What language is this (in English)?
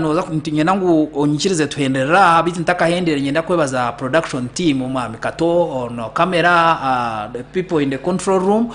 Nyankole